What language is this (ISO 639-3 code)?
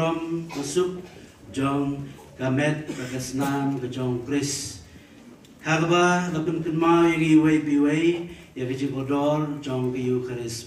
kha